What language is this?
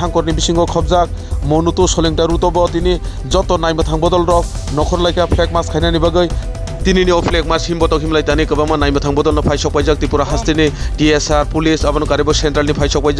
Kok Borok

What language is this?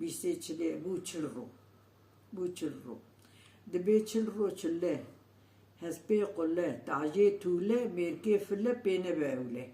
Kurdish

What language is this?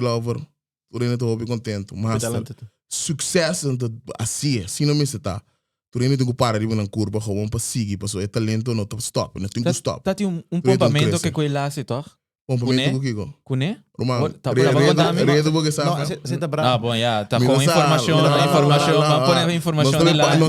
Papiamento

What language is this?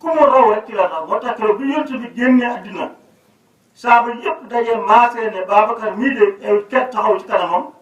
Wolof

